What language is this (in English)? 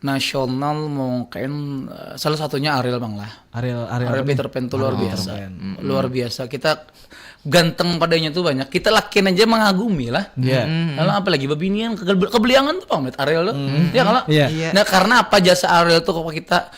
Banjar